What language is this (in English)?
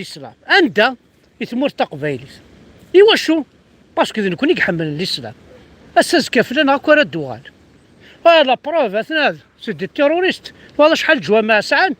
Kabyle